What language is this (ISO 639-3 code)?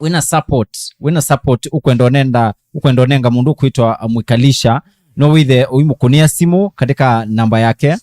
kam